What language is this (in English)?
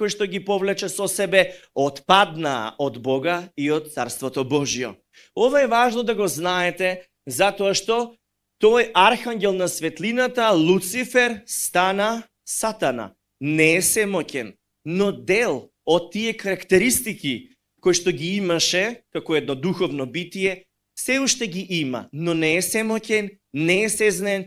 Macedonian